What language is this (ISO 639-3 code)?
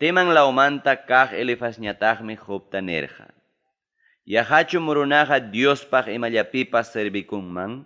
quy